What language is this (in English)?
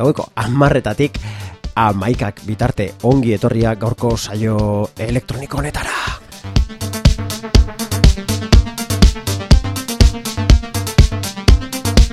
Basque